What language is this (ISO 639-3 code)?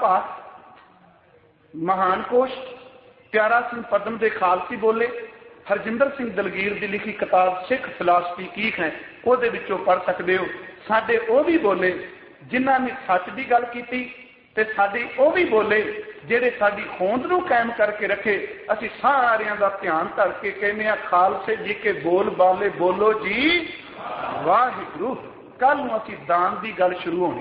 pan